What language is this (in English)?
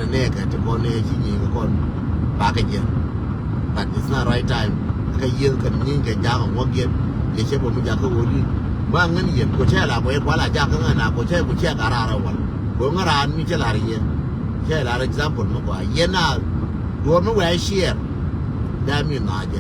Nuer